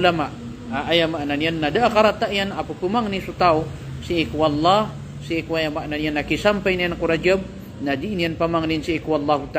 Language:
Maranao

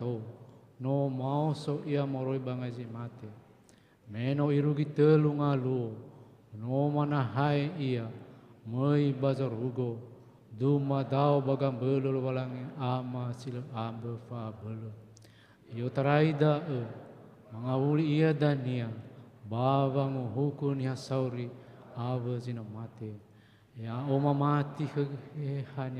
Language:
Nias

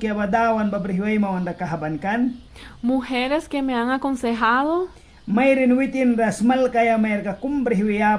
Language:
Mískito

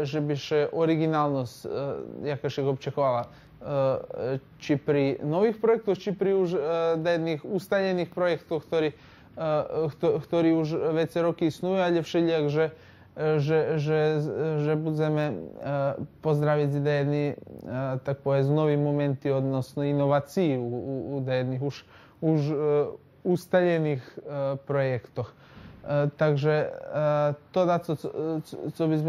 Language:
Rusyn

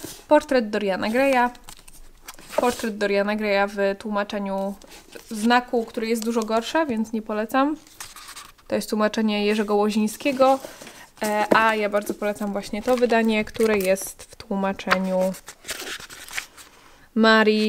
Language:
Polish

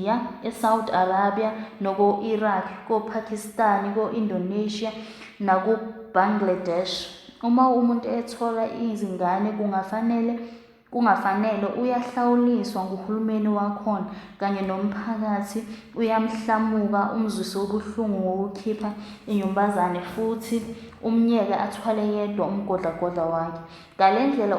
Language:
Zulu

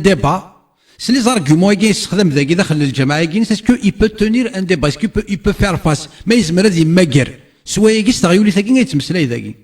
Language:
Kabyle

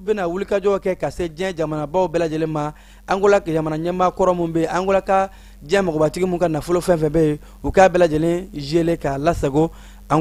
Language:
Bambara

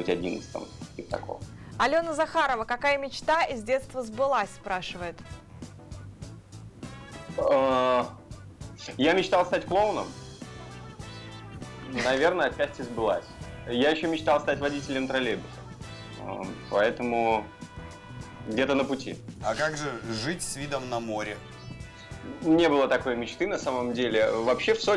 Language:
Russian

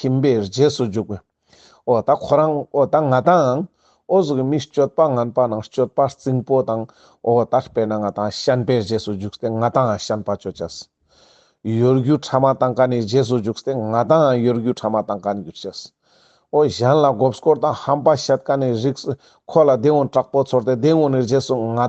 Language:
Ladakhi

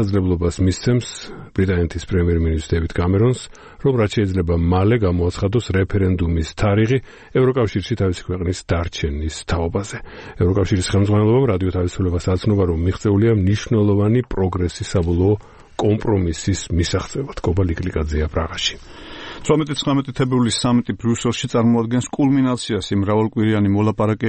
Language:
Georgian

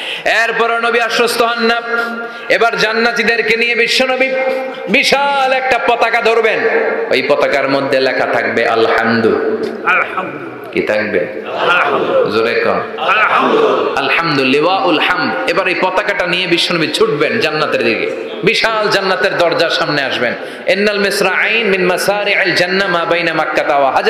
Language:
Bangla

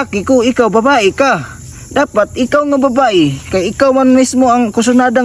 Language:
Cebuano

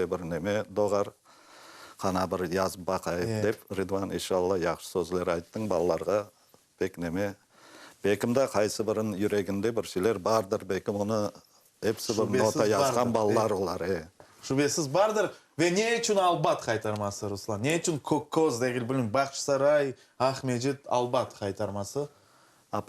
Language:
Crimean Tatar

